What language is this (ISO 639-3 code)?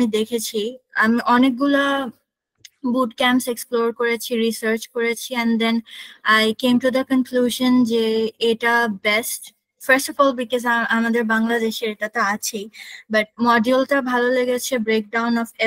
ben